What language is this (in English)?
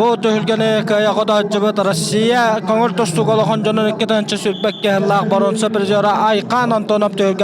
Yakut